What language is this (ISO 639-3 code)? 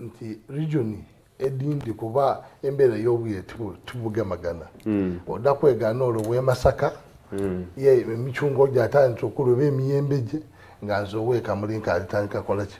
xog